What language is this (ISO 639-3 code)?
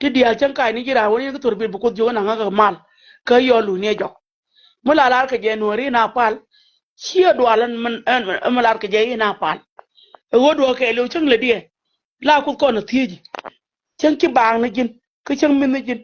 nus